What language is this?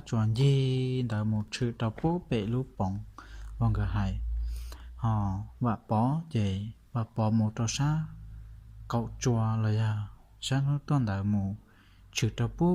Hmong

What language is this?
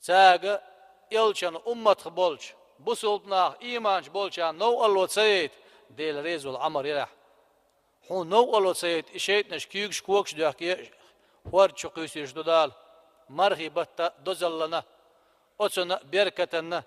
Chechen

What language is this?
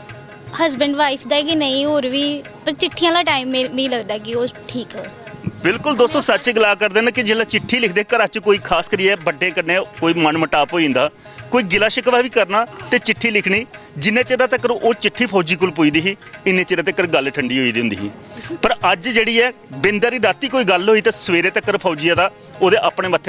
Dogri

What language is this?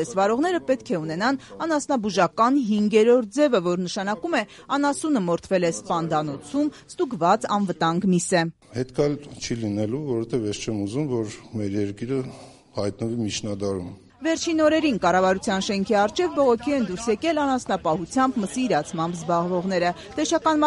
Armenian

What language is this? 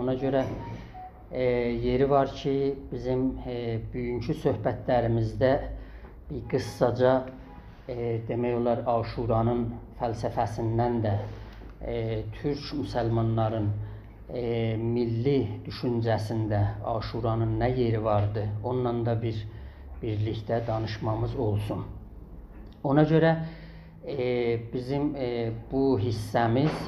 South Azerbaijani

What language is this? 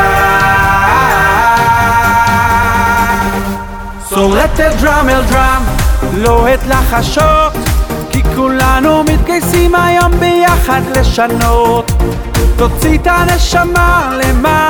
Hebrew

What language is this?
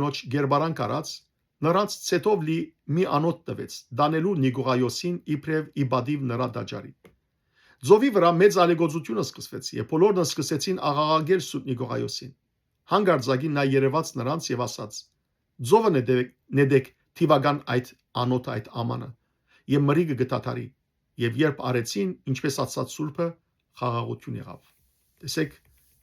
Western Armenian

